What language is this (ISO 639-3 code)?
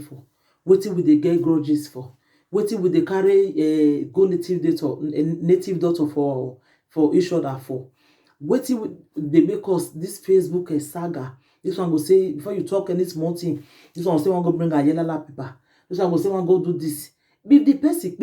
pcm